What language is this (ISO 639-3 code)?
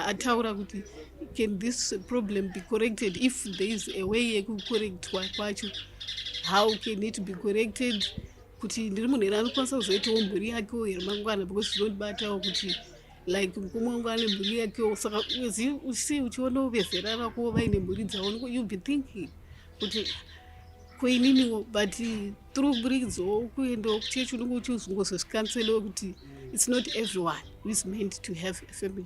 sna